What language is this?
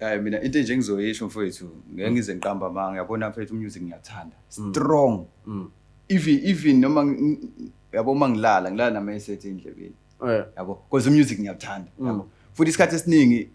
Zulu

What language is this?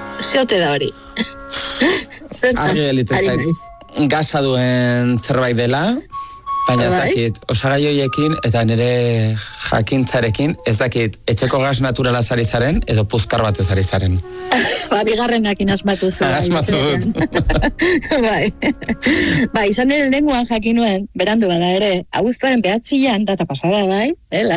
Basque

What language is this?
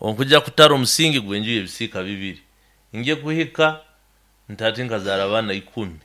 Nyoro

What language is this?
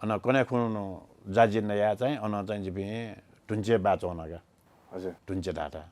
Newari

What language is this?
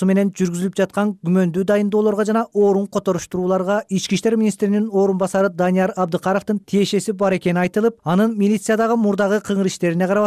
Kyrgyz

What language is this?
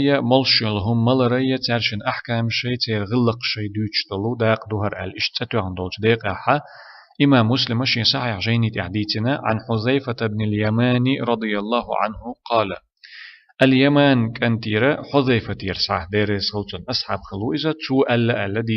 Chechen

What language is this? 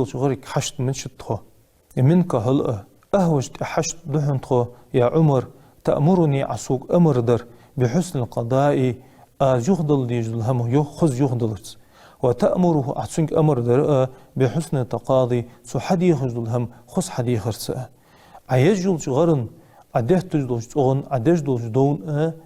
Ingush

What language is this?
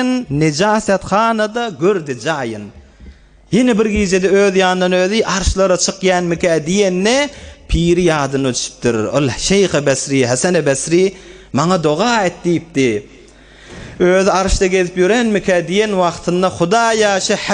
Turkmen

